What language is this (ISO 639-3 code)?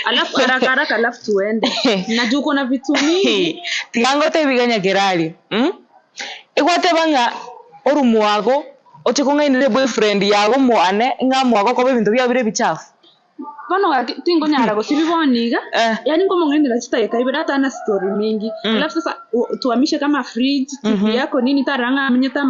guz